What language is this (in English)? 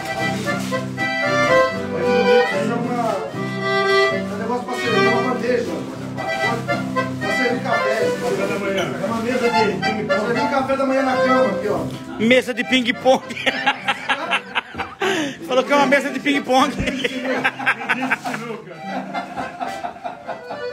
Portuguese